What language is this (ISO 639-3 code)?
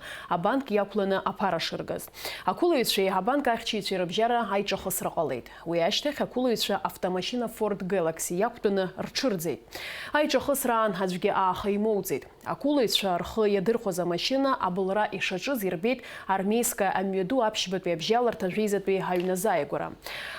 abk